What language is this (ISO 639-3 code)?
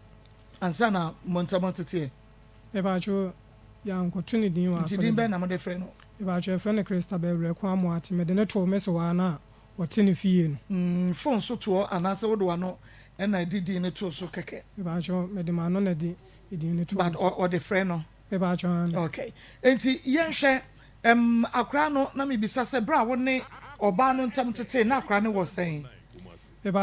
aka